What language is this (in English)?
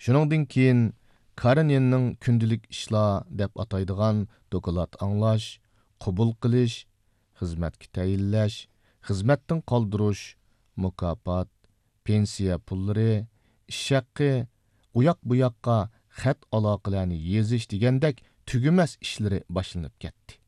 Uyghur